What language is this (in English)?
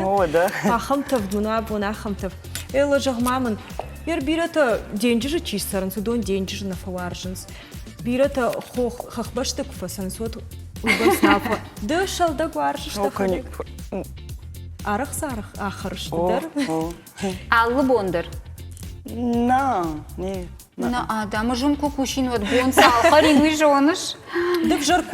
Ossetic